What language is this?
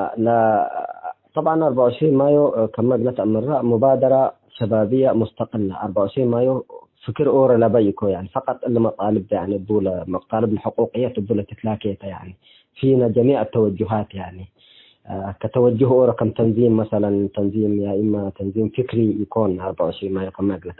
Tigre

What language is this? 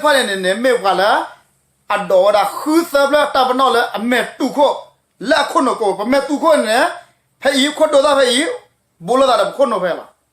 S'gaw Karen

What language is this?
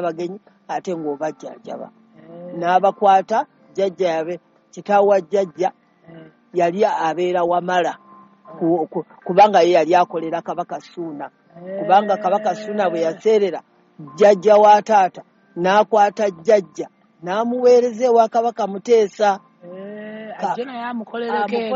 Ganda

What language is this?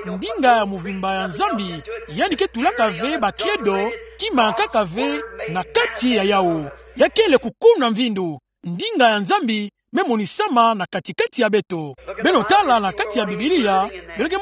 Kituba (Democratic Republic of Congo)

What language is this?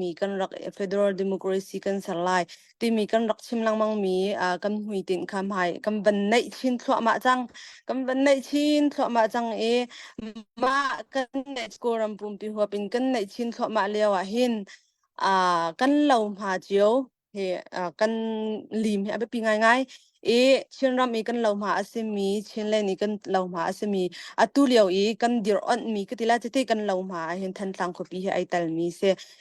Hakha Chin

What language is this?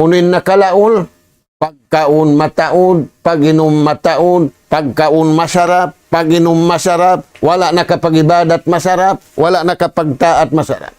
Tausug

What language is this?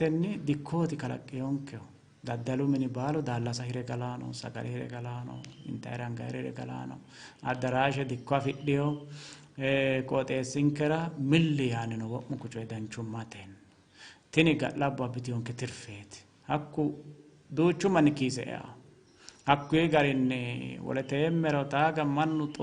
Sidamo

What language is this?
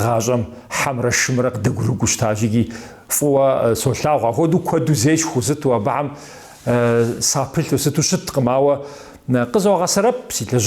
Kabardian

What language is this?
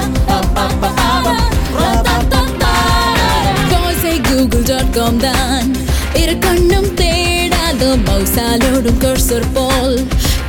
Tamil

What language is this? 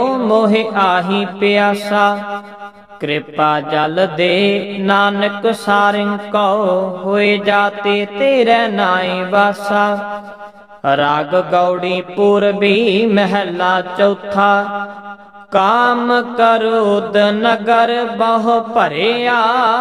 Punjabi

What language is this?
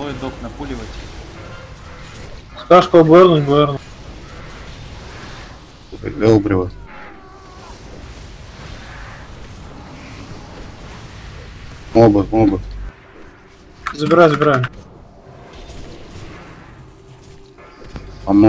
Russian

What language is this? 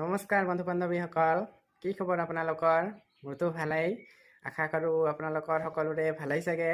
Assamese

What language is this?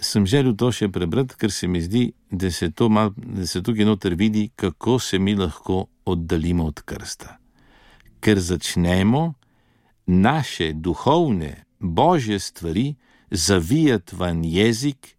Slovenian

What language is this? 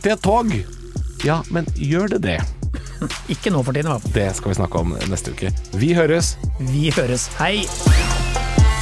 Norwegian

